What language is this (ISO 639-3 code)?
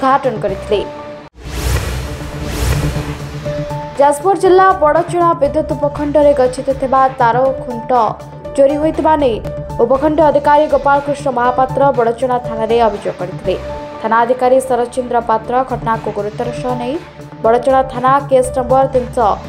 ori